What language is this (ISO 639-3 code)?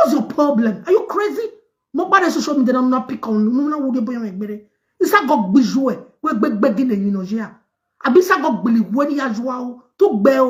pcm